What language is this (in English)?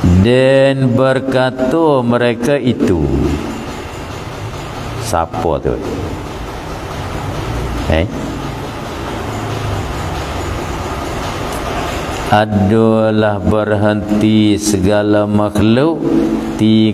Malay